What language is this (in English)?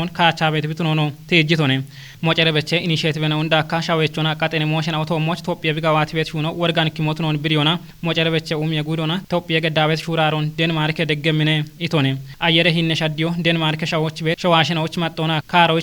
Kafa